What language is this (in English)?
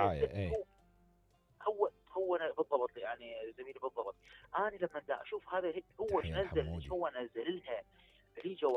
Mesopotamian Arabic